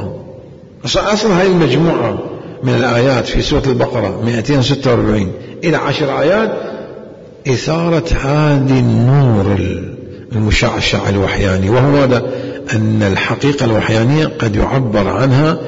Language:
Mesopotamian Arabic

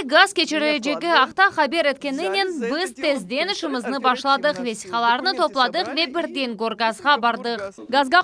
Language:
Crimean Tatar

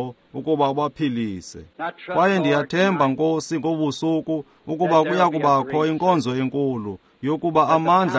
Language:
Xhosa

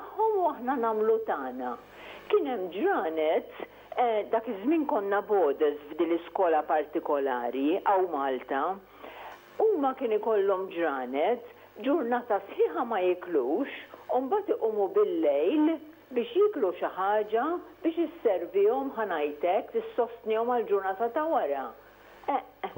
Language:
Maltese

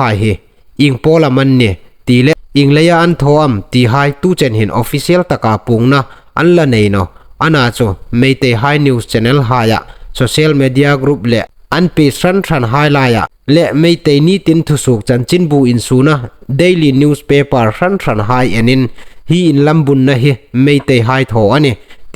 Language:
Hmar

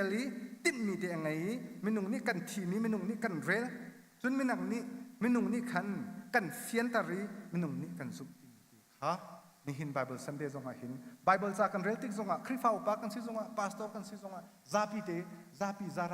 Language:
Hakha Chin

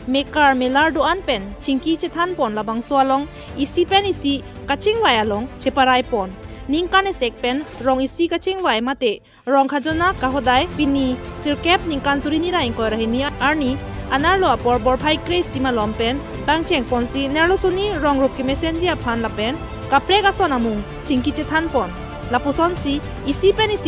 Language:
Karbi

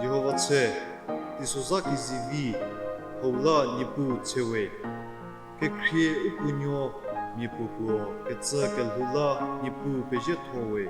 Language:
Angami Naga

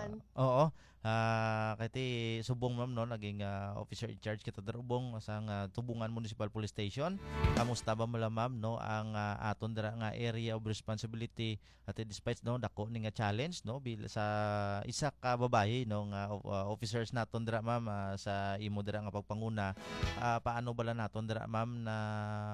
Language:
Hiligaynon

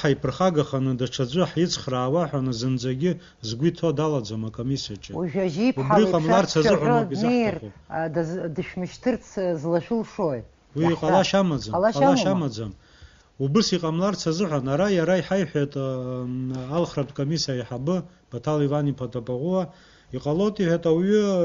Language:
Abkhazian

